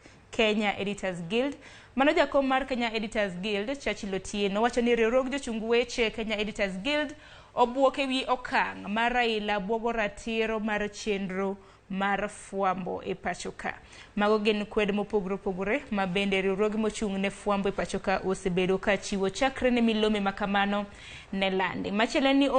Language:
Luo (Kenya and Tanzania)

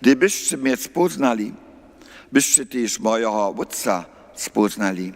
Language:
Upper Sorbian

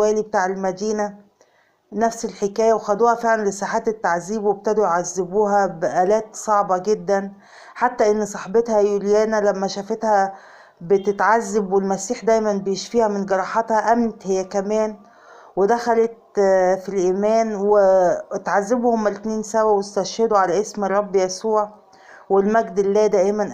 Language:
Egyptian Arabic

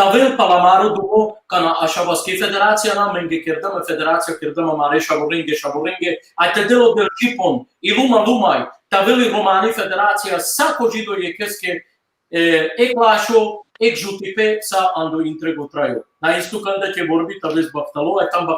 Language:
Balkan Romani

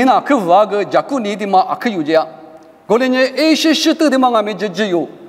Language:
Lisu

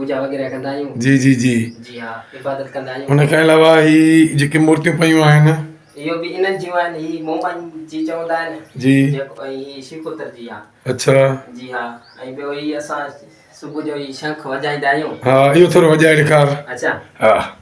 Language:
Sindhi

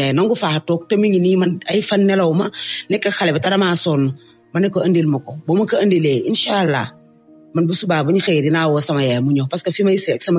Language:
Wolof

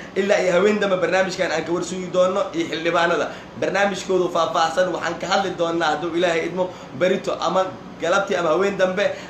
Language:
Somali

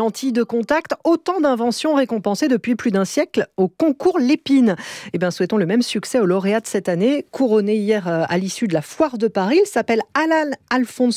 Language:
French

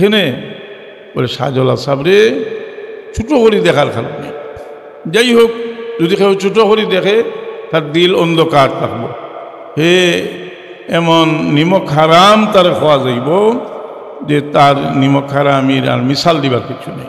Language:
Sylheti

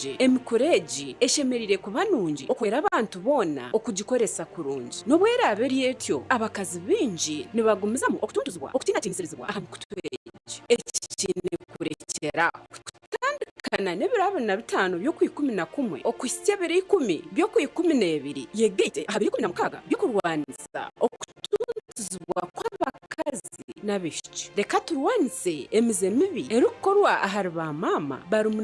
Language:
Nyankole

